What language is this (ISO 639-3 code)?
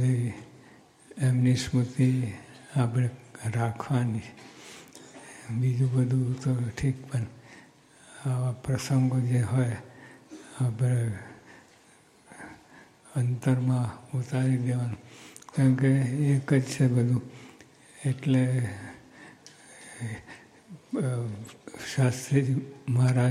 guj